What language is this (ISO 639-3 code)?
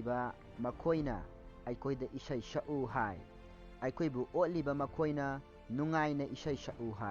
mni